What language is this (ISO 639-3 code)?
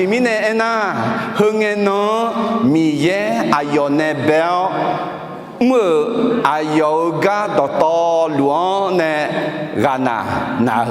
ahk